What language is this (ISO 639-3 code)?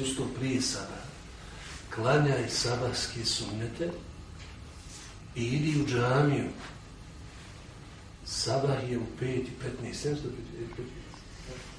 bos